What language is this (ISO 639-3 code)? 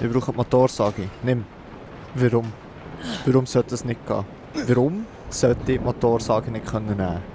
gsw